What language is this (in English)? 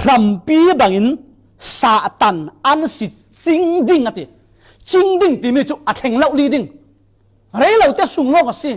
Falam Chin